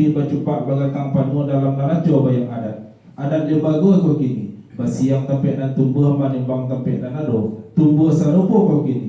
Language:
Minangkabau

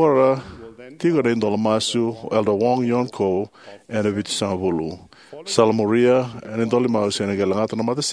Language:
Fijian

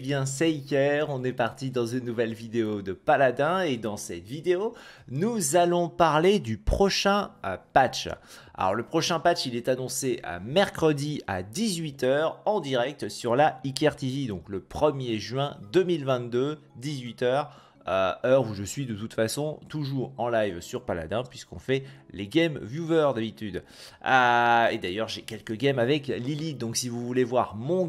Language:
French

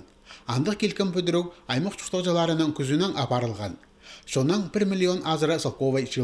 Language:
Khakas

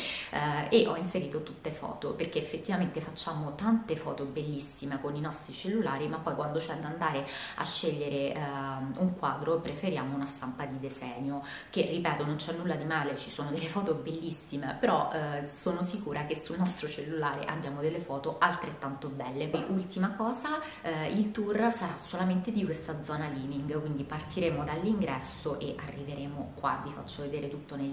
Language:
Italian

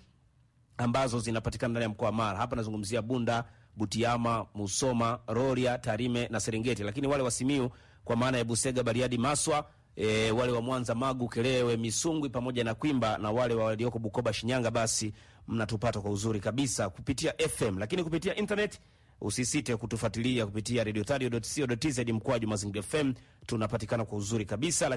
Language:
Swahili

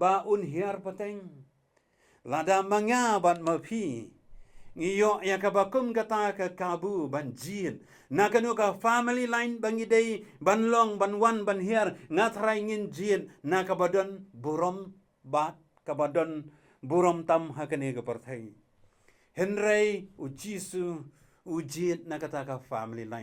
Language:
Khasi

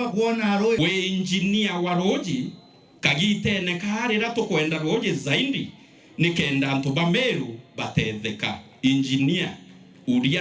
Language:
Meru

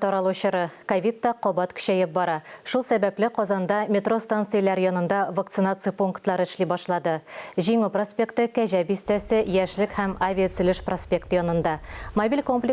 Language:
Tatar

